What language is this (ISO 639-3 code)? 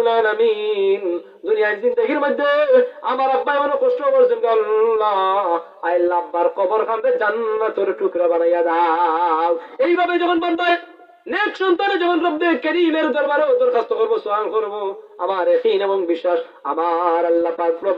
syl